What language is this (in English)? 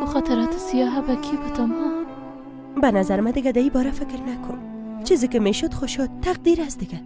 Persian